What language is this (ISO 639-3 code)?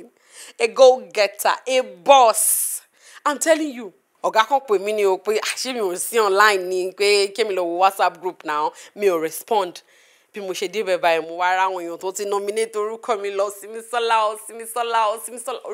yor